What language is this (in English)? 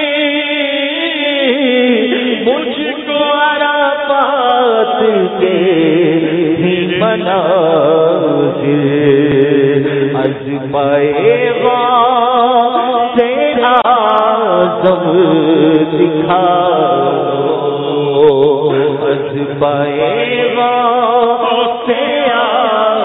Urdu